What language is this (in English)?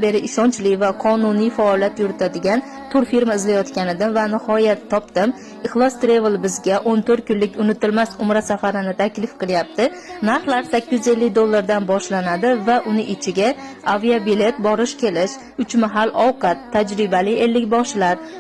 Uzbek